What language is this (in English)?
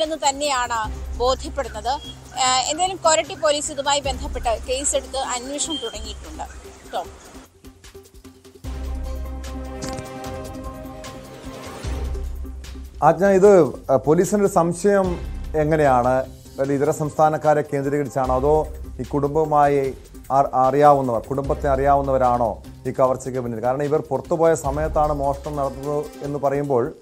Malayalam